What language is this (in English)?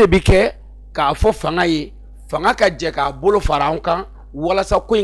Bambara